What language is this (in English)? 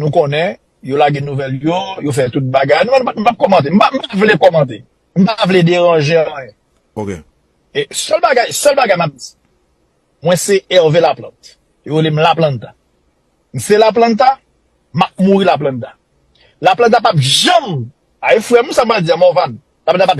Haitian Creole